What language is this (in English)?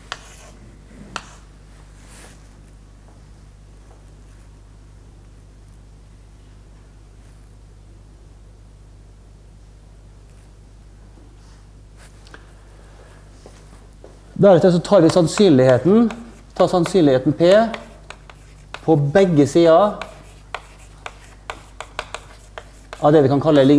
Norwegian